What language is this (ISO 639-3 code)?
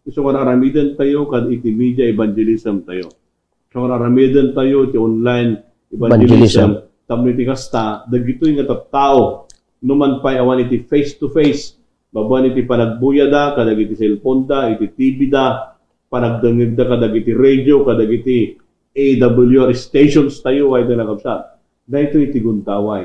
ilo